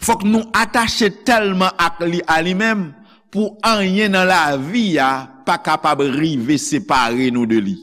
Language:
Haitian Creole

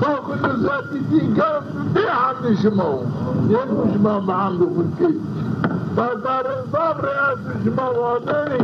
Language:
Zaza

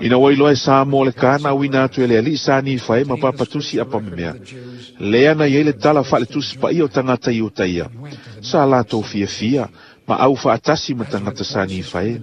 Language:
Samoan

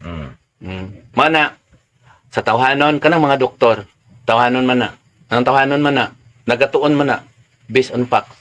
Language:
Cebuano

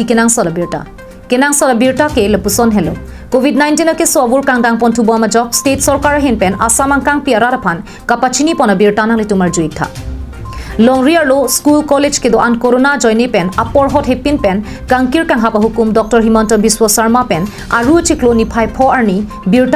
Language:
Karbi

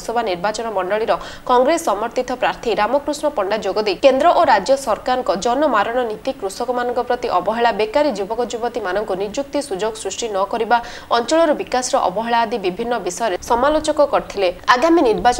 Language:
Odia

